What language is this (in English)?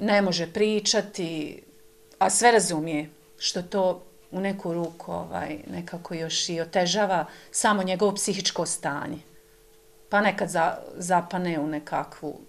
Croatian